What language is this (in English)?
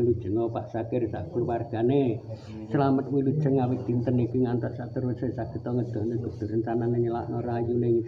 Javanese